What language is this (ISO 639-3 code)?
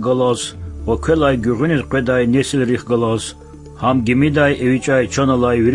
lez